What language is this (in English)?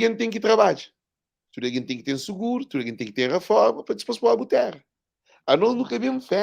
Kabuverdianu